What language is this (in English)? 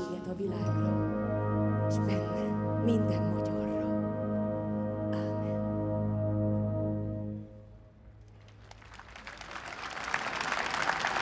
Hungarian